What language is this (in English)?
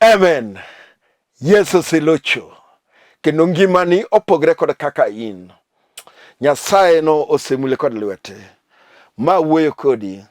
Luo (Kenya and Tanzania)